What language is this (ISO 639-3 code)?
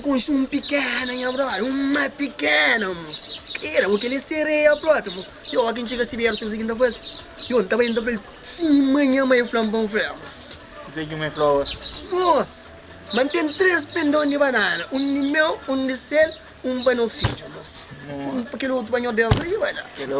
kea